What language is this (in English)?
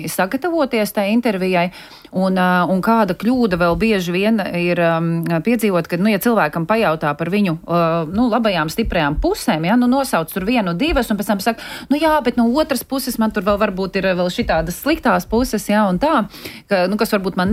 Latvian